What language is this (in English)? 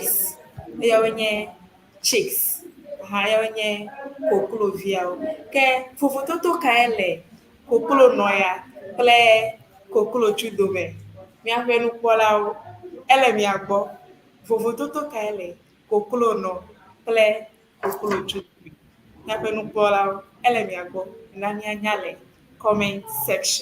Ewe